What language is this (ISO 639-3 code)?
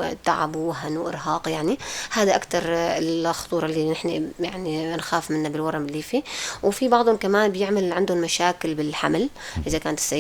apc